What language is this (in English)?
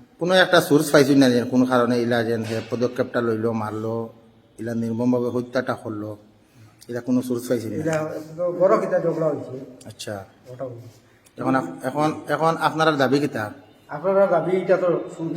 Sylheti